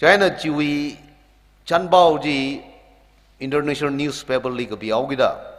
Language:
Tangkhul Naga (India)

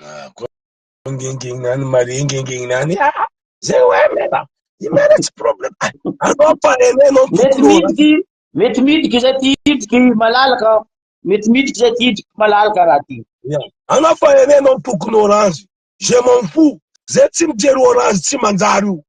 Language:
Malagasy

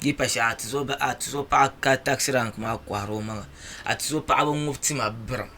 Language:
Dagbani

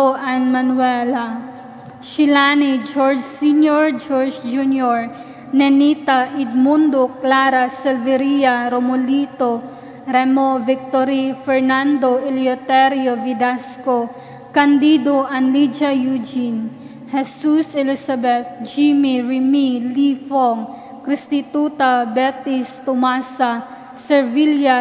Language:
Cebuano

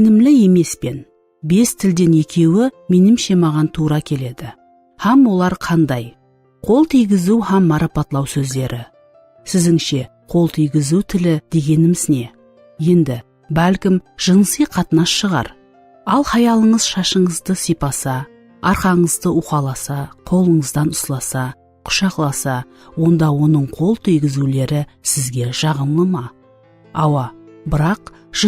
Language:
Kara-Kalpak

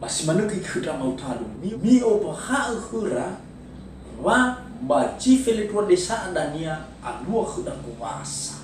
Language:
Nias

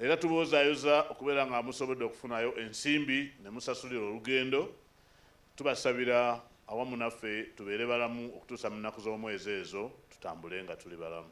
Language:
Ganda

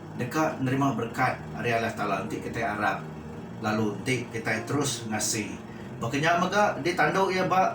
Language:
Iban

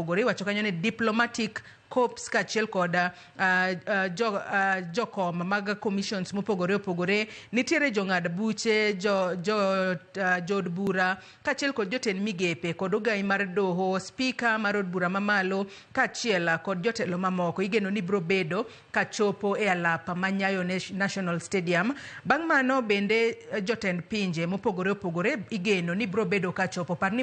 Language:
Luo (Kenya and Tanzania)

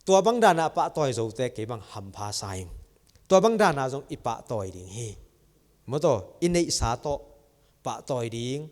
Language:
Tedim Chin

